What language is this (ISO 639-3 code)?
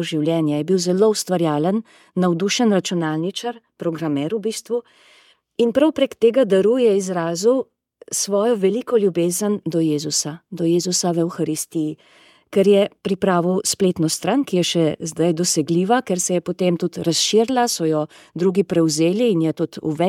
slv